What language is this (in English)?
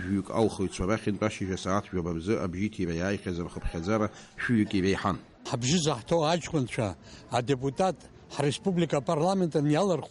Abkhazian